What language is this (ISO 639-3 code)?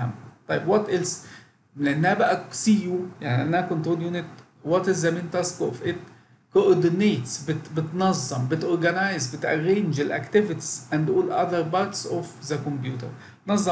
arz